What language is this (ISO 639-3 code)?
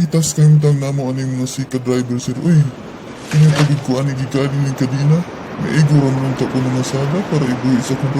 ceb